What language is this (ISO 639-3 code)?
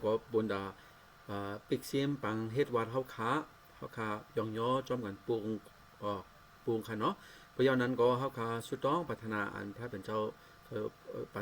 shn